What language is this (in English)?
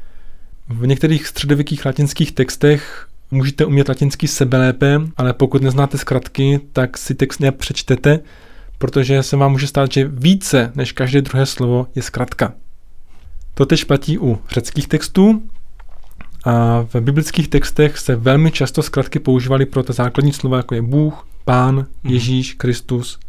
Czech